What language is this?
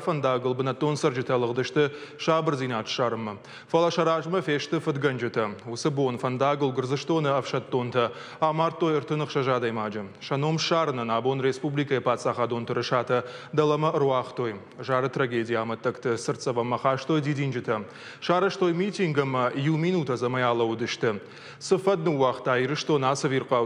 Ossetic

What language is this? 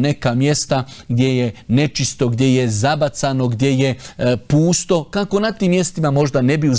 Bosnian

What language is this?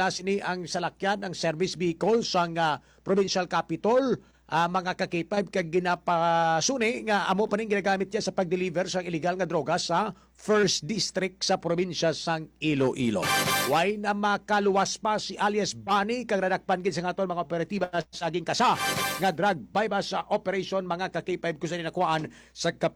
Hiligaynon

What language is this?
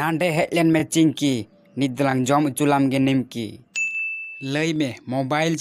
Santali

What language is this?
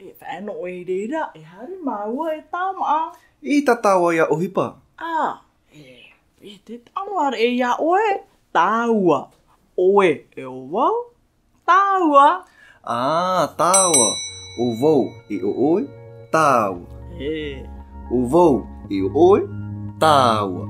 Tahitian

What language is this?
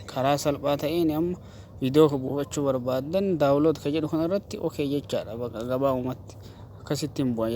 Oromo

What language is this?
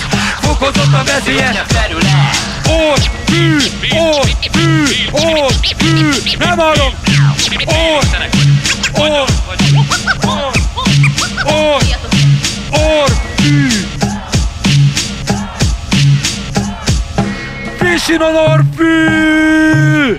Hungarian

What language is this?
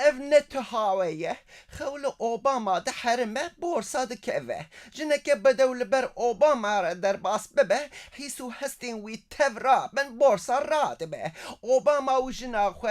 Kurdish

